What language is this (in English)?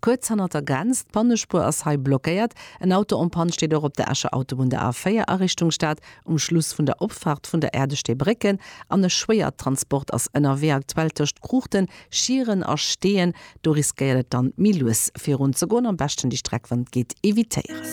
Luxembourgish